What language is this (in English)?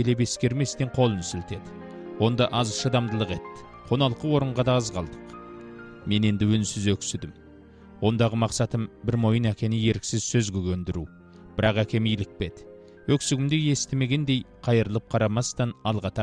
Kazakh